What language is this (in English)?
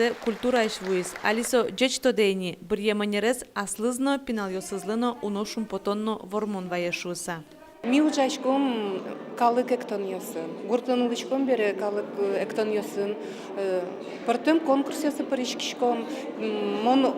Udmurt